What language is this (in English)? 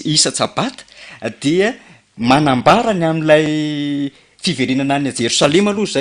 Malagasy